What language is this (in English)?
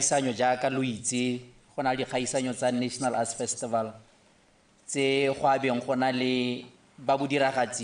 Tswana